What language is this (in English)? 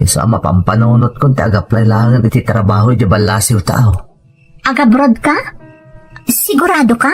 Iloko